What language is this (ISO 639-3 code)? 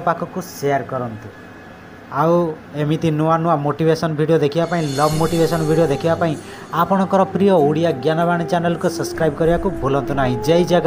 ori